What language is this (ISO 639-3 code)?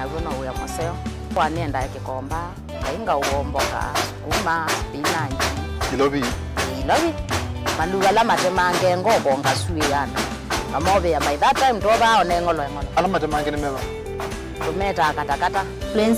kam